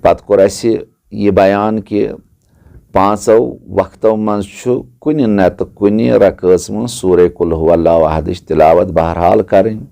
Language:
Kashmiri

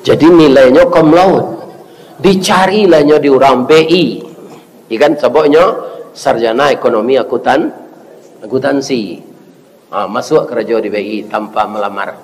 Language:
Minangkabau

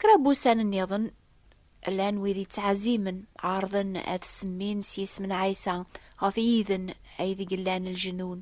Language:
Kabyle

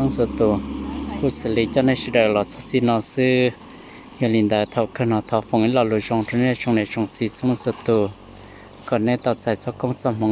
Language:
Hmong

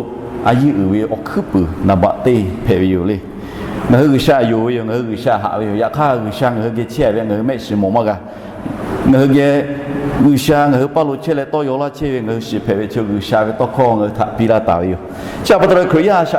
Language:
Lahu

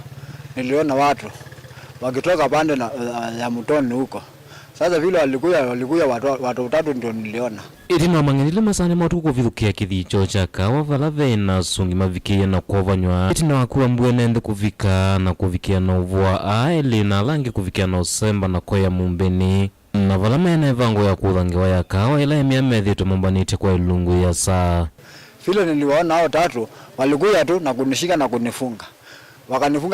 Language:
Kamba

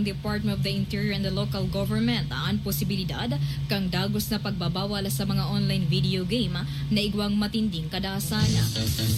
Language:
Bikol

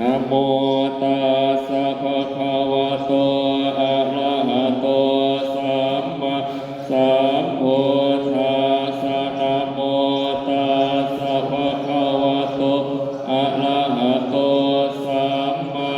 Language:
Pali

